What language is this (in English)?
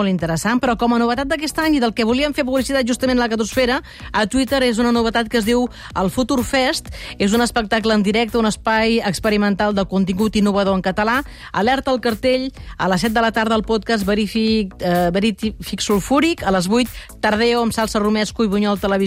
Catalan